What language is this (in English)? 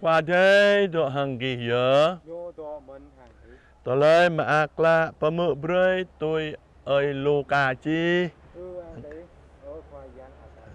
Jarai